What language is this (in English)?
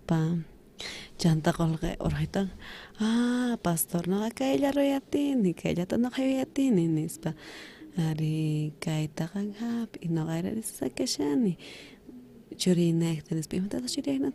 South Bolivian Quechua